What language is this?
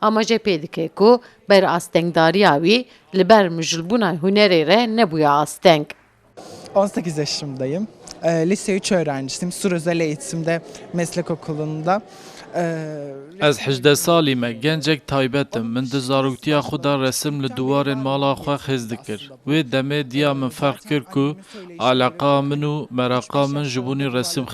Kurdish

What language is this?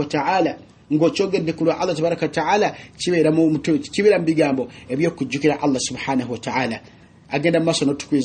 Ganda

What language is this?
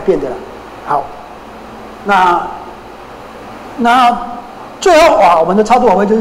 Chinese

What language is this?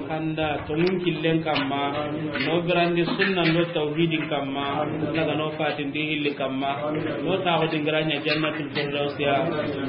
Soninke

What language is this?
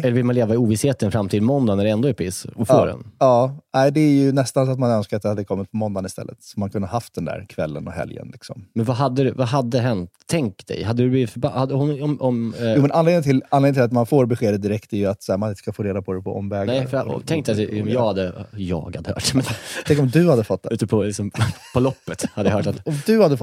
Swedish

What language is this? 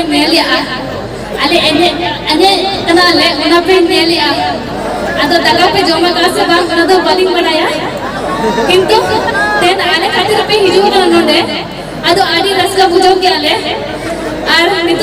Santali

